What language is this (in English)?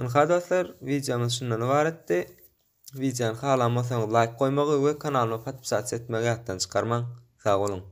Turkmen